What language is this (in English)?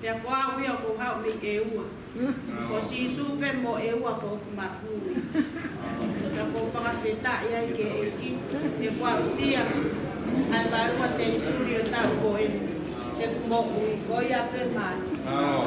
Tongan